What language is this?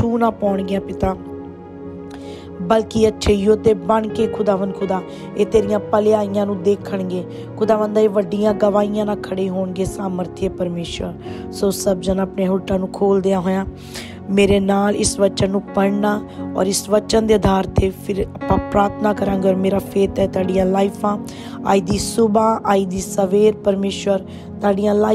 Punjabi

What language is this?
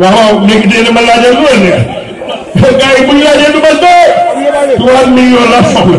Wolof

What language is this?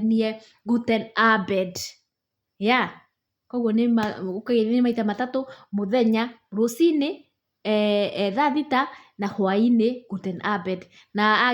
Kikuyu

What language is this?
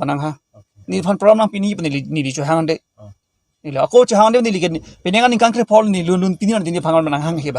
Karbi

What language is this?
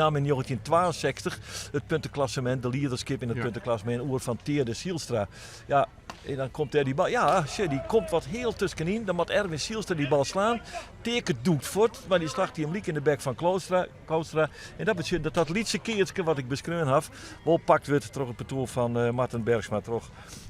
Western Frisian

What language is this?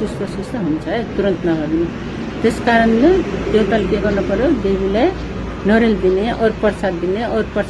Nepali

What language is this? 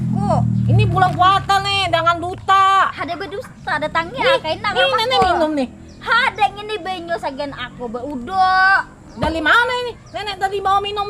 Banjar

